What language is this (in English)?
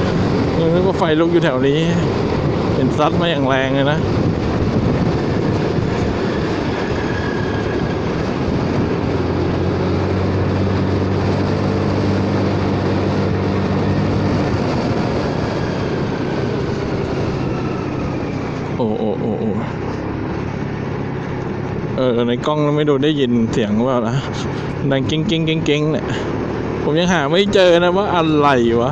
Thai